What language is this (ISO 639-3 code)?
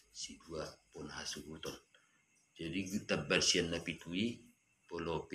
bbc